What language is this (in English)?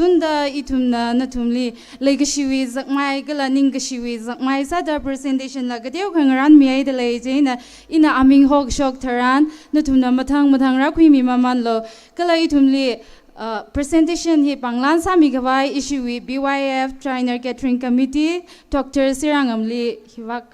Tangkhul Naga (India)